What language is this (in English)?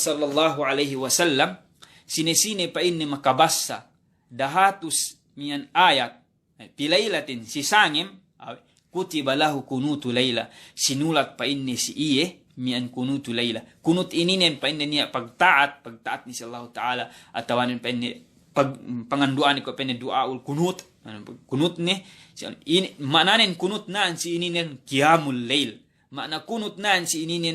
Yakan